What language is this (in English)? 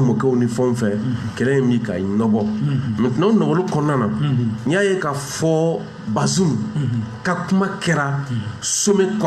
Bambara